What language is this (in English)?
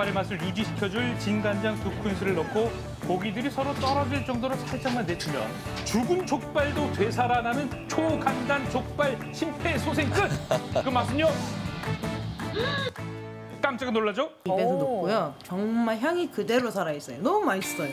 Korean